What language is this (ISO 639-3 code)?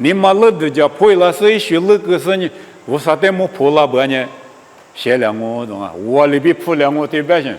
lis